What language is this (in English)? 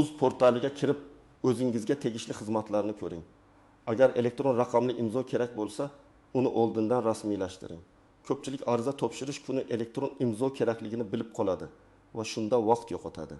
Uzbek